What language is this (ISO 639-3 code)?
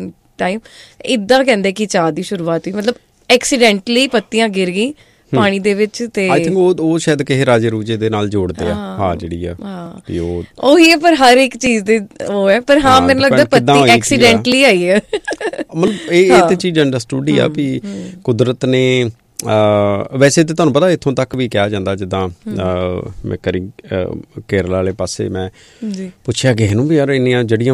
pan